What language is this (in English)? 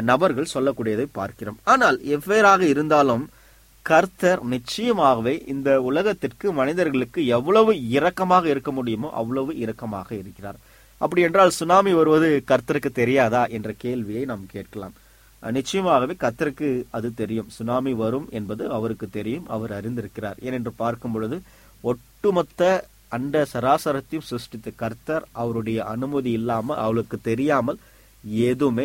Tamil